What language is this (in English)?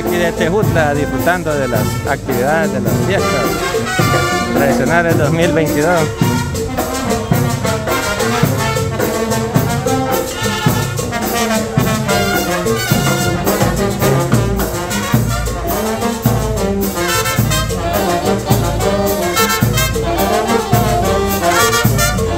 Spanish